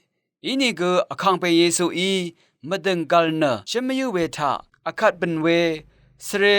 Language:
Rawang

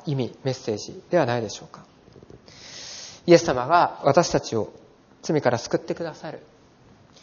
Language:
Japanese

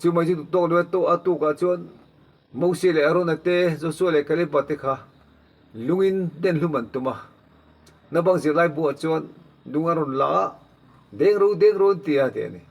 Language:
Mizo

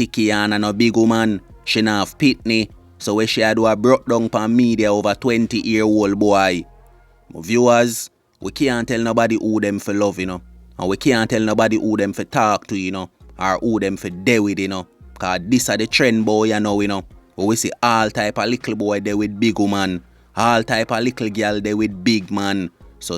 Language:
Jamaican Creole English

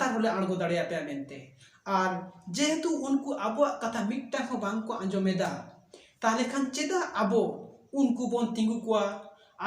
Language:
Santali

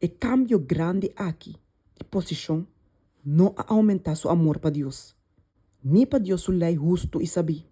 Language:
Papiamento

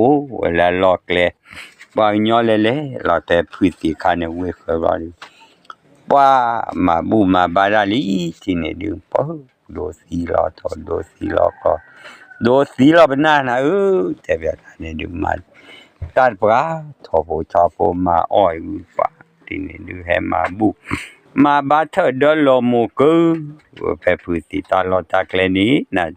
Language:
S'gaw Karen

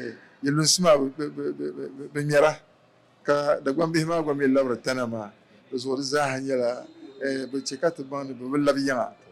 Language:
Dagbani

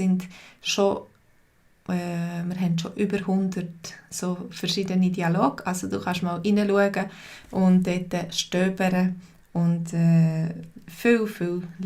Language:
Swiss German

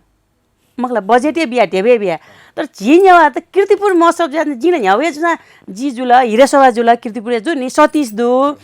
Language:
Newari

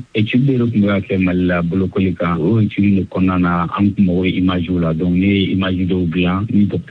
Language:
Bambara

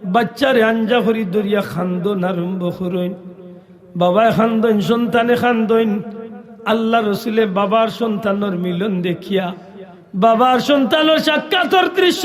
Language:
Sylheti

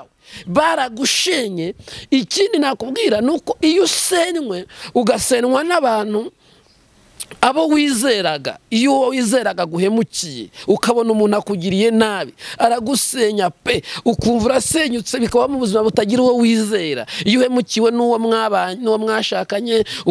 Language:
Kinyarwanda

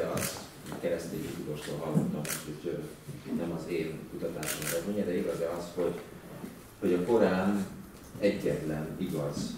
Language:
Hungarian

